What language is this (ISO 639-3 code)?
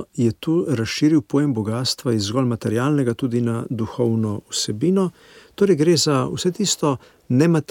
slv